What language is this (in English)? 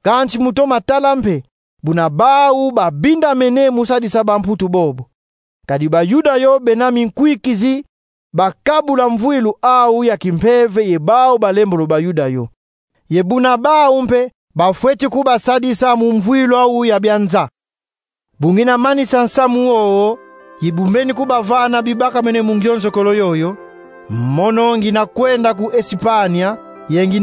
Kongo